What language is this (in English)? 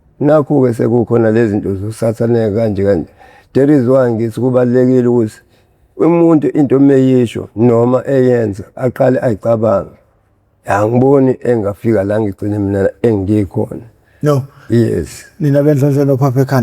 Zulu